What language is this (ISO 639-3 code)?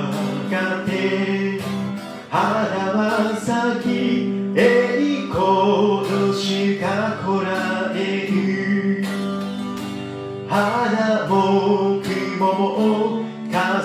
jpn